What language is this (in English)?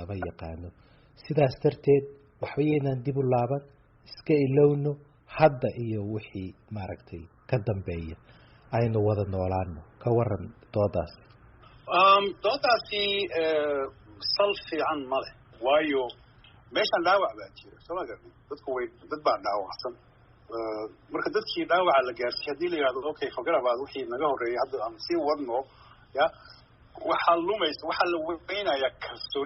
Somali